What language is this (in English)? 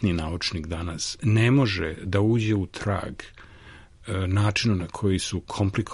Serbian